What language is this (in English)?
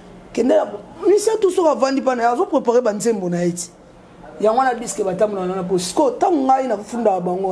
Lingala